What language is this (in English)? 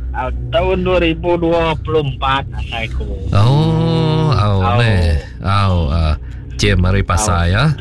Iban